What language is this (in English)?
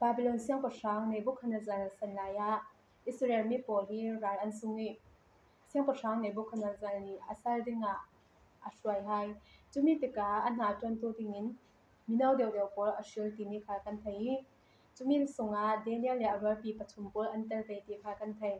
Falam Chin